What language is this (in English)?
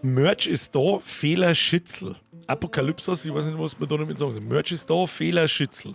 Bavarian